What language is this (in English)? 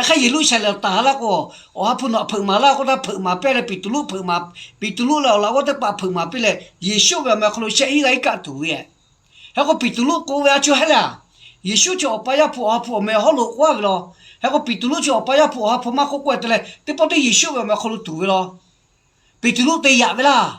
Lahu